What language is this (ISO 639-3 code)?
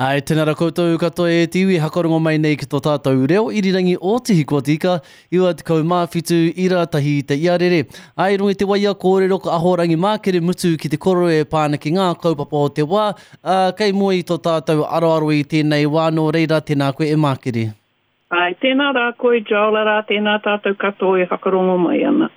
mri